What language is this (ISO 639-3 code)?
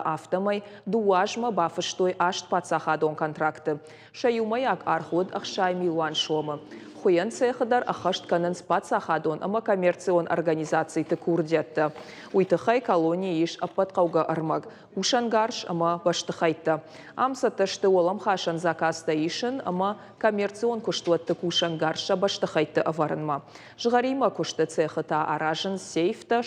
oss